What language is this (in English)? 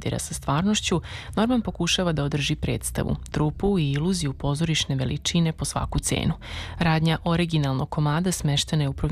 Serbian